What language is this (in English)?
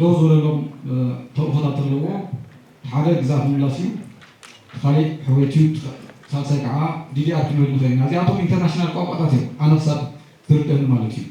Tigrinya